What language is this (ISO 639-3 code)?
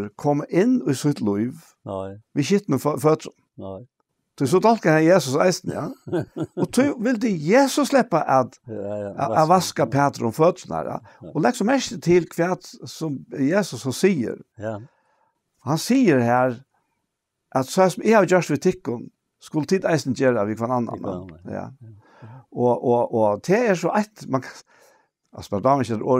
fao